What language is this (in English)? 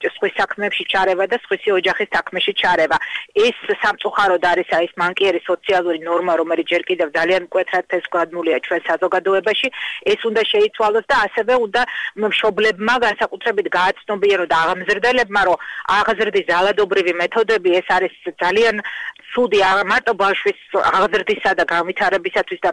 Georgian